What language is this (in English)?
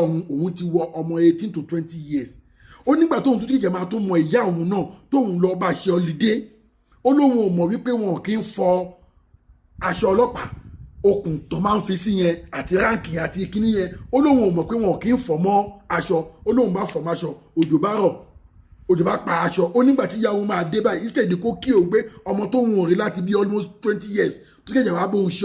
Yoruba